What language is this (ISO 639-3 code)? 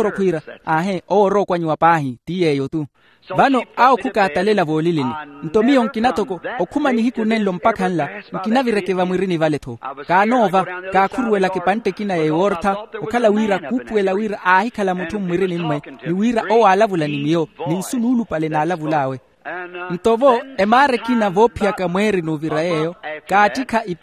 vmw